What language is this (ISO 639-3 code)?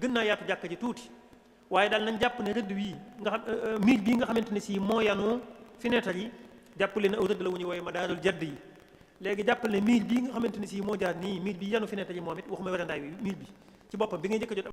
wol